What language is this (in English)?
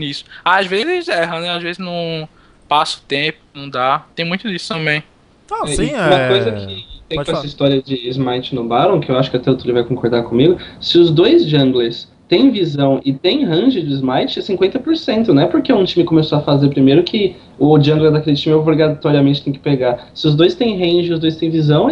Portuguese